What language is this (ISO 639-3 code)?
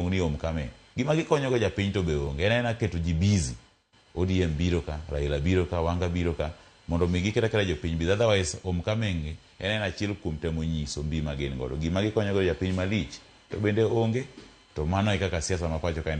luo